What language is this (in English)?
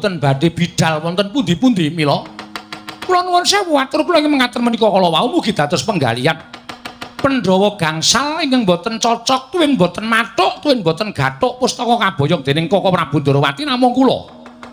Javanese